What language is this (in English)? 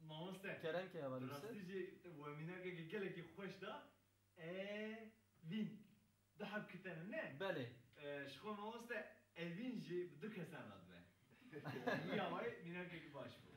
Kurdish